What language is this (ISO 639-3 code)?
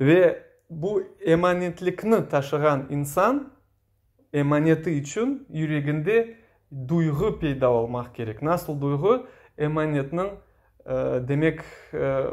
crh